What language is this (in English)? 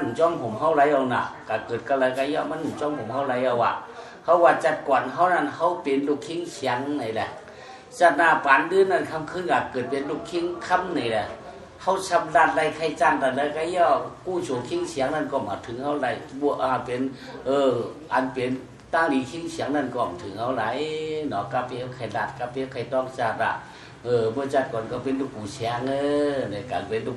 Shan